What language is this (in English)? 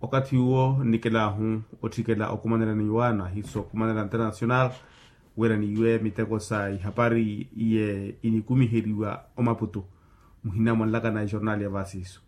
Makhuwa